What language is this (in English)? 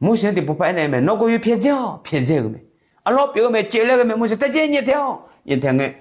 Akha